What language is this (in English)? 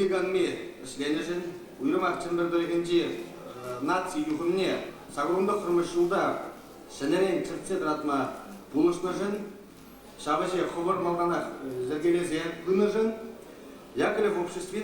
Chuvash